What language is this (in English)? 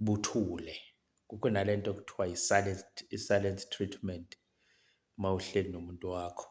Zulu